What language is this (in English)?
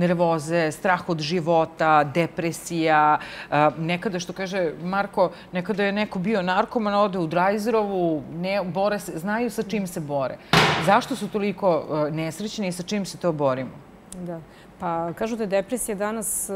Serbian